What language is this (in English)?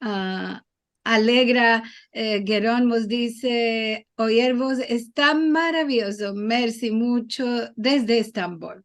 Ladino